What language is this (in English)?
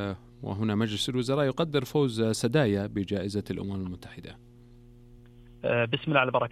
Arabic